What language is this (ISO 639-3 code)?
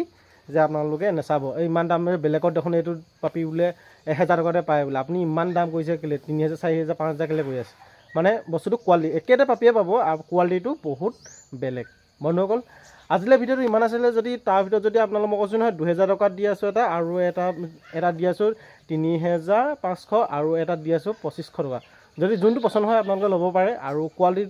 asm